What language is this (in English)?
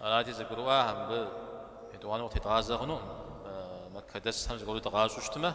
Kabardian